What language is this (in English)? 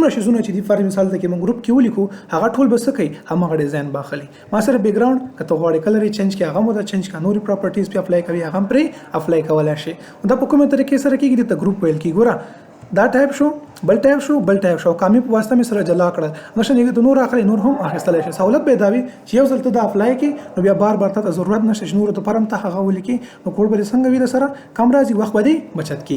Pashto